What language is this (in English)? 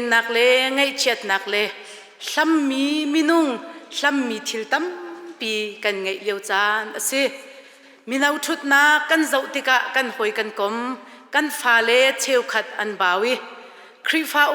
Hakha Chin